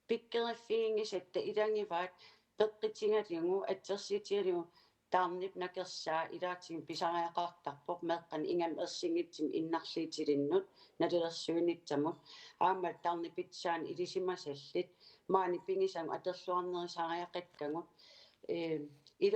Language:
Kalaallisut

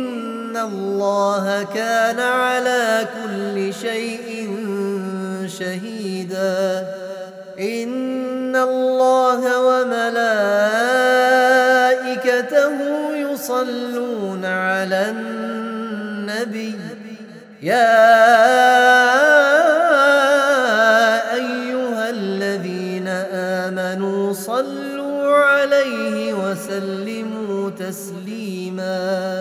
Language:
Arabic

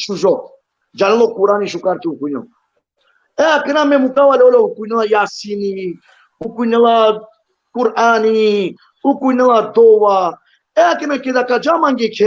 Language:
Balkan Romani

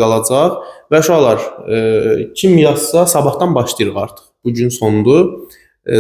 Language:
Azerbaijani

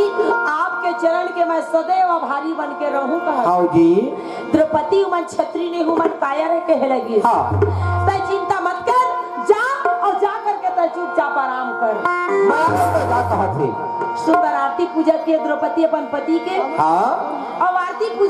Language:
Chhattisgarhi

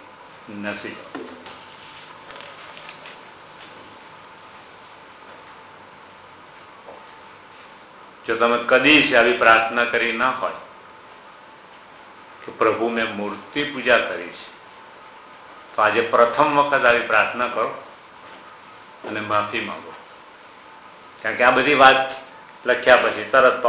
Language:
Gujarati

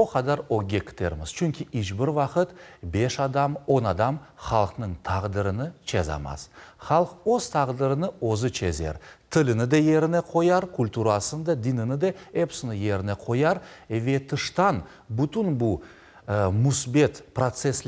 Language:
Crimean Tatar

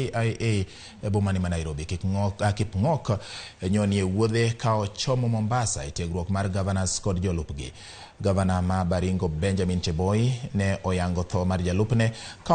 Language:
Luo (Kenya and Tanzania)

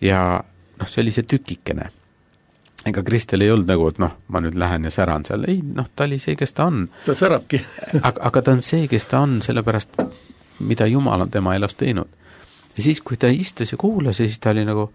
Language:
Estonian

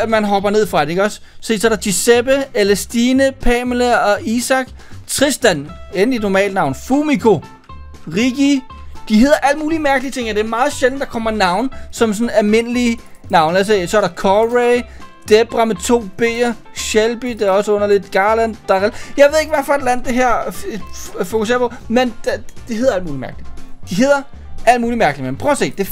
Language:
Danish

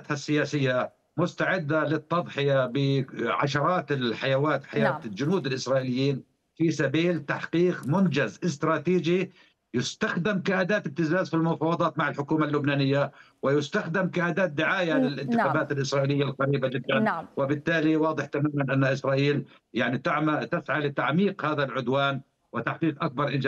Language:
Arabic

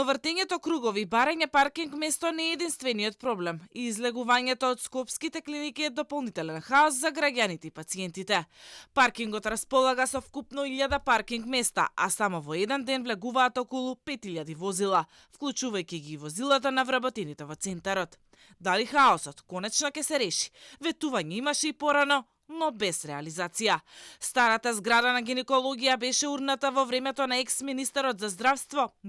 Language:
Macedonian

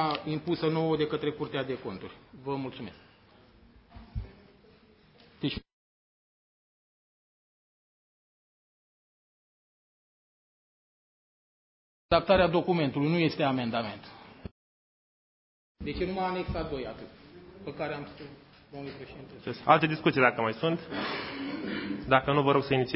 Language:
Romanian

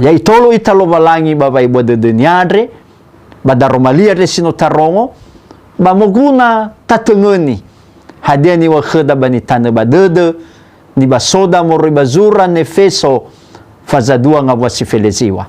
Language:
Nias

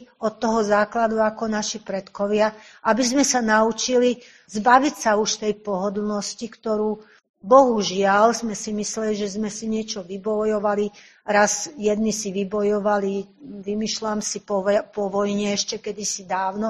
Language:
Slovak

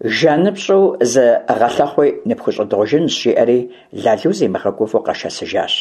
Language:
Kabardian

